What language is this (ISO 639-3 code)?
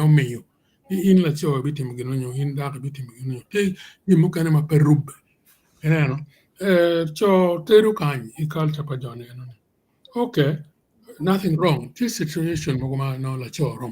ach